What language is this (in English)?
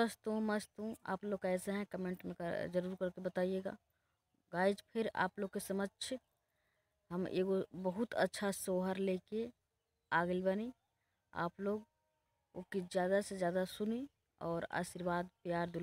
Bhojpuri